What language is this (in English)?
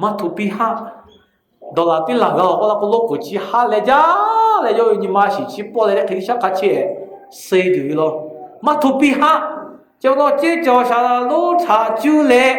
Lahu